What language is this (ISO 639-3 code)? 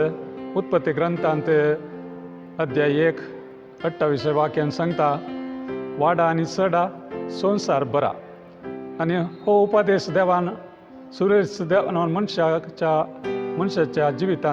kok